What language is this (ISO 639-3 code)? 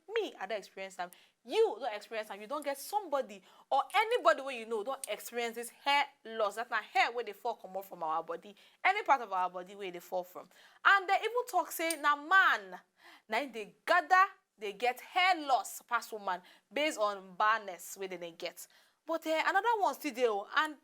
pcm